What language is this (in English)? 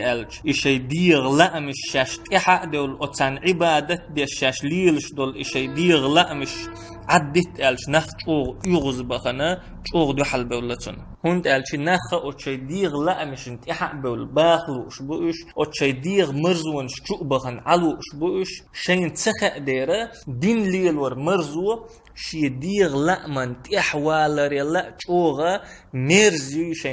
Chechen